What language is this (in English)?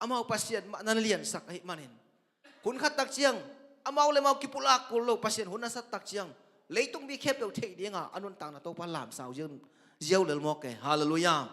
Tedim Chin